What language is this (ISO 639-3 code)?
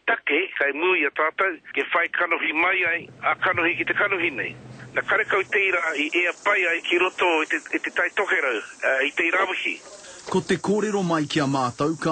mri